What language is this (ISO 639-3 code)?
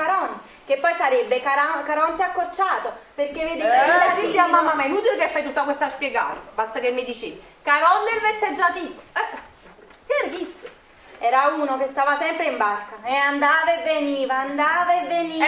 nap